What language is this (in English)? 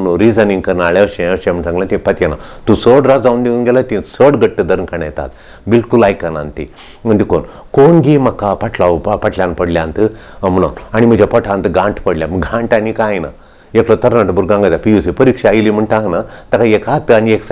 Konkani